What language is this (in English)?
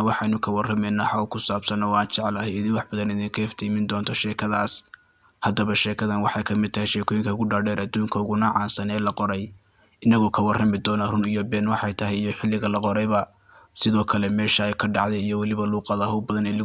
Somali